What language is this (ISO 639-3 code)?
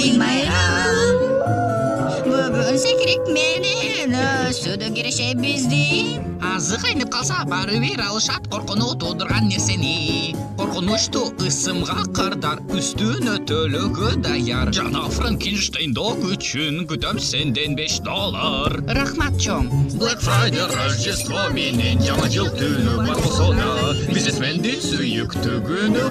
kir